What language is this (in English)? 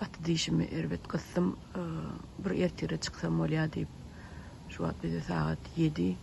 Turkmen